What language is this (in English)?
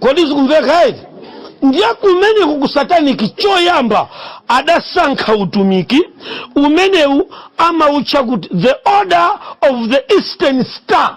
Nyanja